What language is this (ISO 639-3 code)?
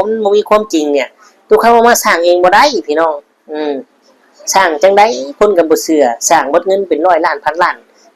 lao